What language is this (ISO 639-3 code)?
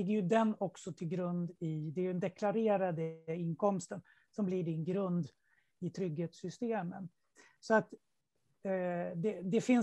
swe